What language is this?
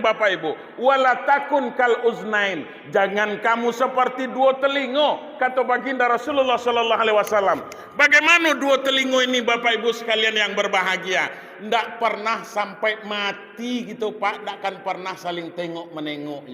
Minangkabau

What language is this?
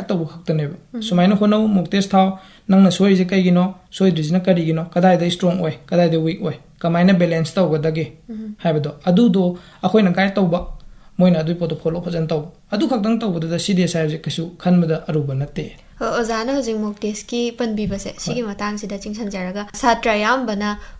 Manipuri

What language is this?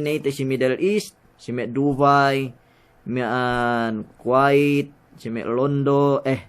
Yakan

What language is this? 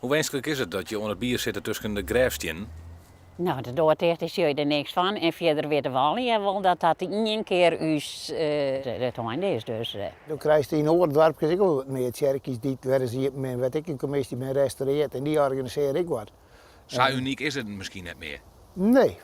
Western Frisian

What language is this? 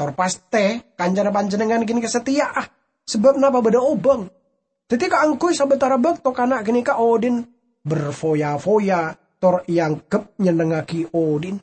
Madurese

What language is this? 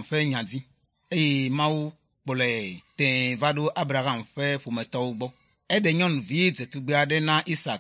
Ewe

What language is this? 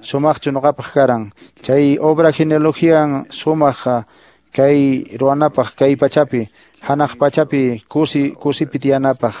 Quechua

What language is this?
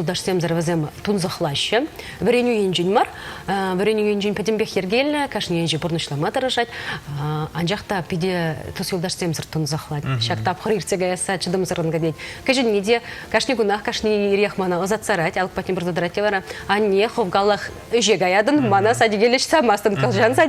Chuvash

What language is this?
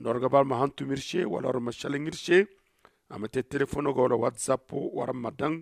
Zarma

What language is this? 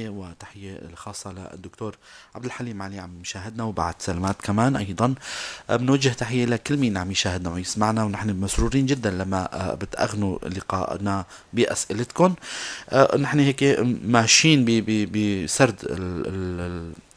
North Levantine Arabic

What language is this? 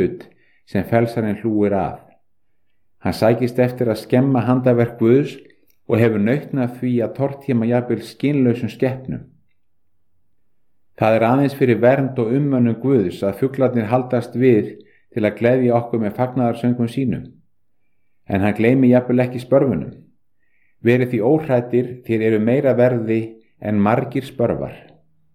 Icelandic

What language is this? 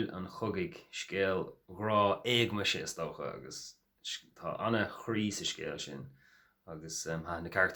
Irish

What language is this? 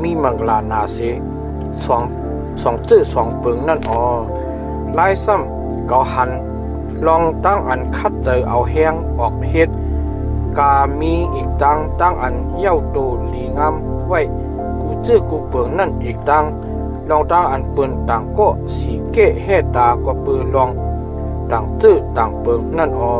Shan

